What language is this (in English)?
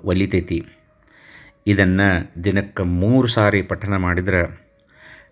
Kannada